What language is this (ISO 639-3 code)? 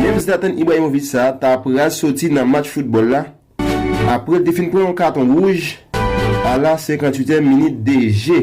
hat